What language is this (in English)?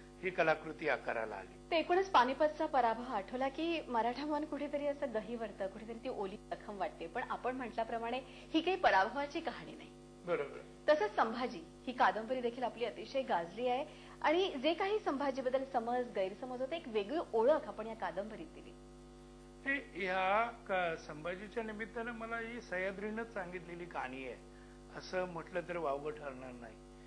Marathi